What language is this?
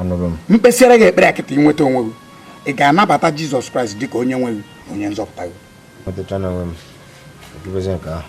Igbo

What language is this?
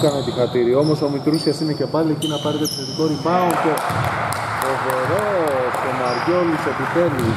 Greek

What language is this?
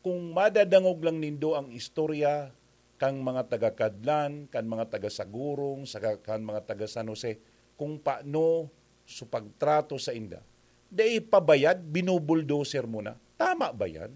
Bikol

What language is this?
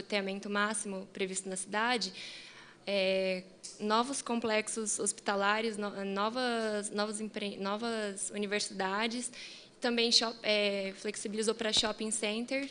Portuguese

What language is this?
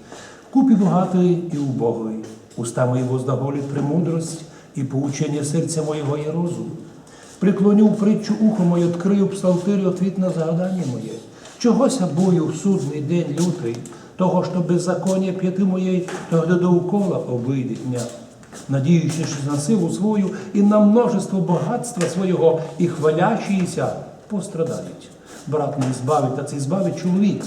Rusyn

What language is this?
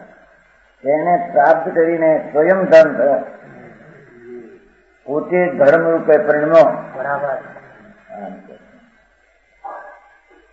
Gujarati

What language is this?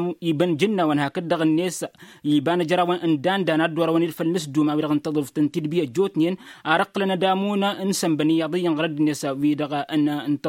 Tamasheq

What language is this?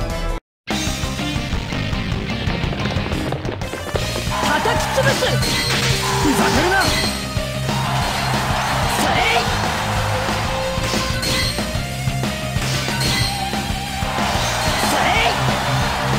Japanese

